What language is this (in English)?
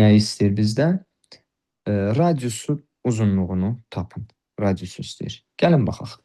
Azerbaijani